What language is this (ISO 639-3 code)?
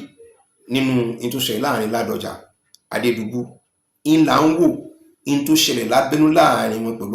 yor